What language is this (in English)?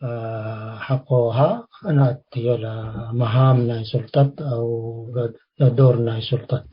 Tigre